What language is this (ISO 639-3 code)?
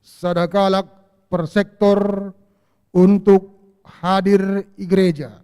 btx